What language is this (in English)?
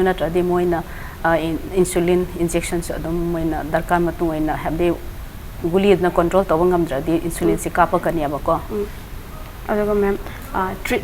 Manipuri